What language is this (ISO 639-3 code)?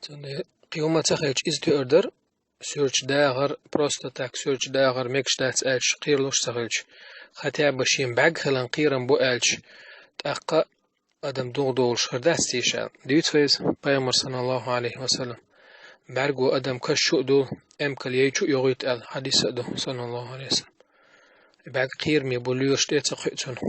che